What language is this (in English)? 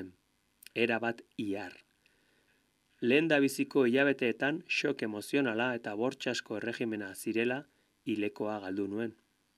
Basque